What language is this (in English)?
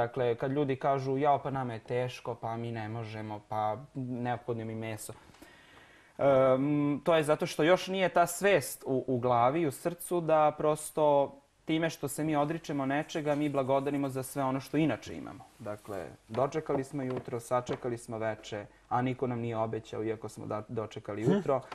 Serbian